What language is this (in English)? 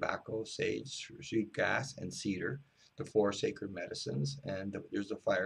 English